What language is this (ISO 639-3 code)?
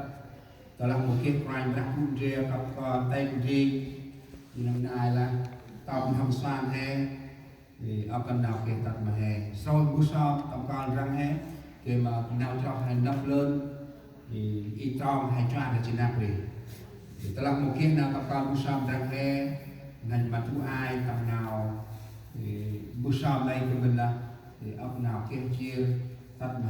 cmo